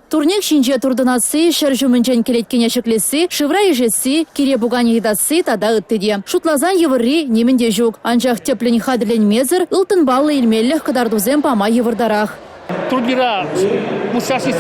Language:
Chuvash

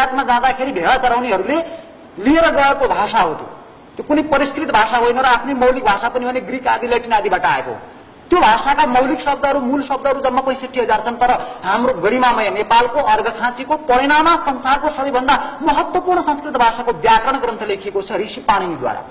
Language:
Nepali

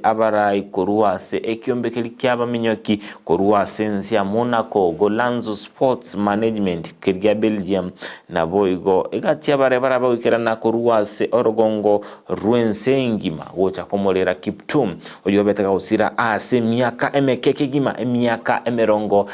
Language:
Gusii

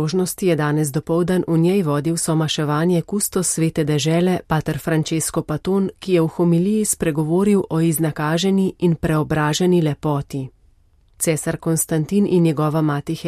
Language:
Slovenian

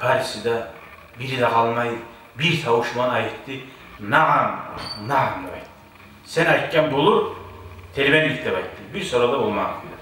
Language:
Kumyk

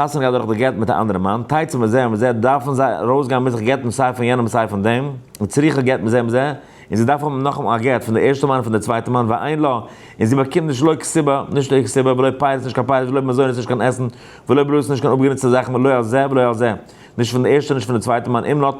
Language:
Yiddish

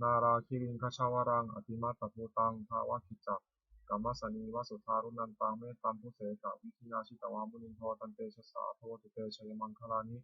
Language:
Pali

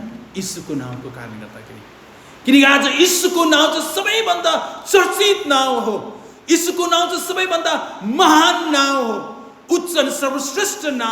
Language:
Nepali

